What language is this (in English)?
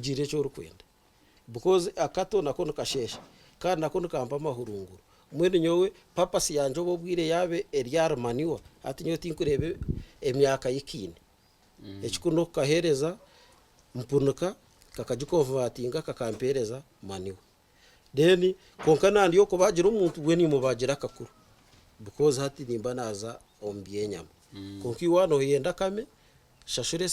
Nyankole